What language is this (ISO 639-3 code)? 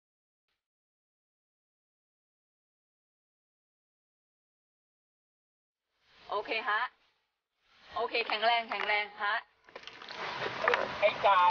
tha